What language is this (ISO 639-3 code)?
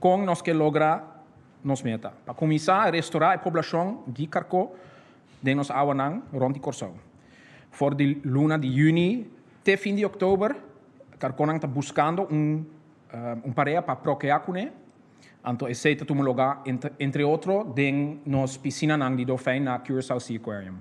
pap